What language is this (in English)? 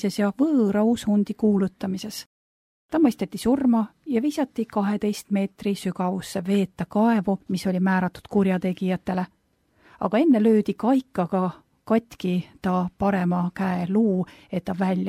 Estonian